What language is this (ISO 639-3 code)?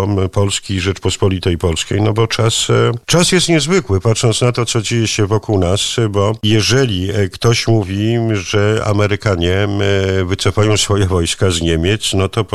pol